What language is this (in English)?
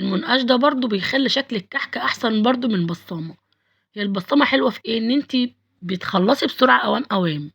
Egyptian Arabic